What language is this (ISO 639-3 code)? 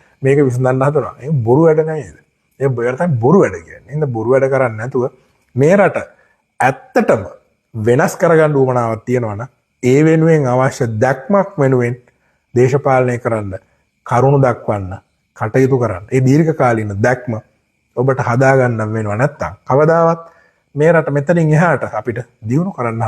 sin